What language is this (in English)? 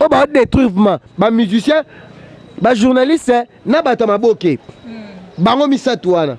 Lingala